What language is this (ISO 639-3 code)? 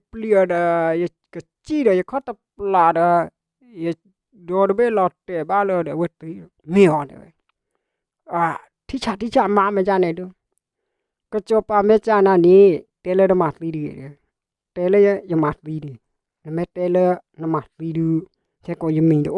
ksw